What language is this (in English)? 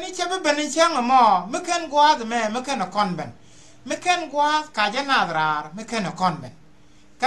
Nuer